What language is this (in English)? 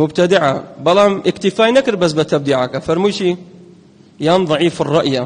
Central Kurdish